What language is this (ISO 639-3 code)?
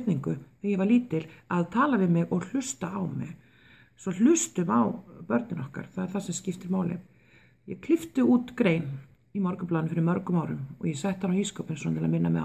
isl